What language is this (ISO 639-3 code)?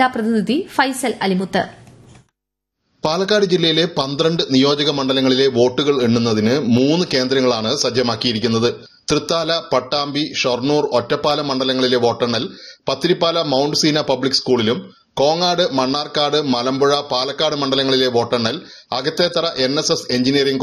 mal